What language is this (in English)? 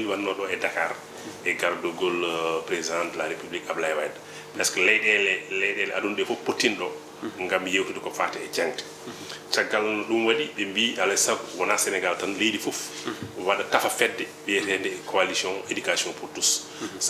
Fula